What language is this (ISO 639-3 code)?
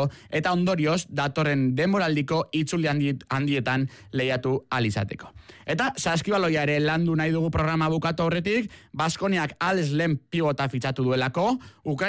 eus